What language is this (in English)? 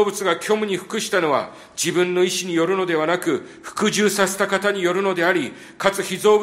Japanese